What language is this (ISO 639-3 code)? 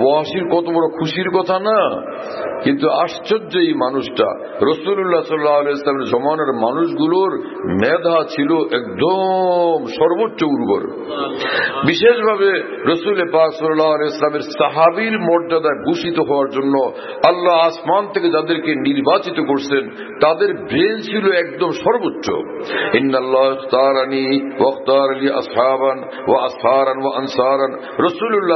ben